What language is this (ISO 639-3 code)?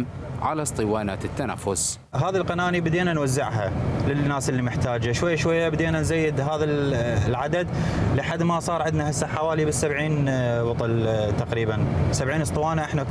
acm